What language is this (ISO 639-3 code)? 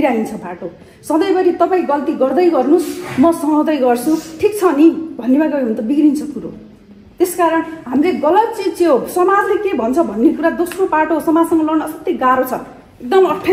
nep